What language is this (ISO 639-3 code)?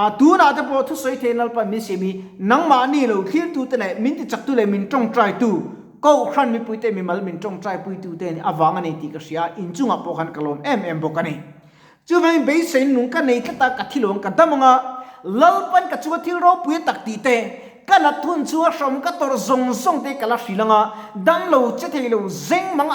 lus